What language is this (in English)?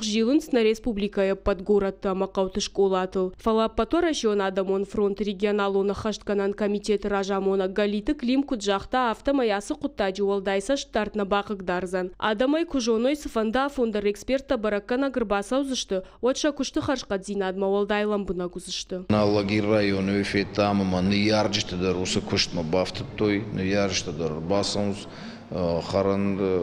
Ossetic